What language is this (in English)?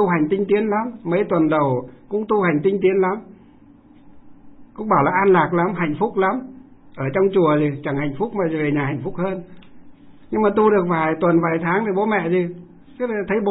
Vietnamese